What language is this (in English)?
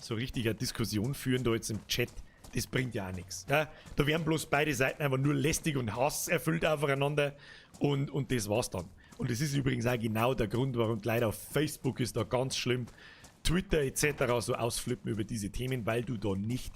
Bavarian